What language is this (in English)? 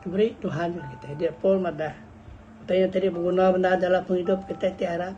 Iban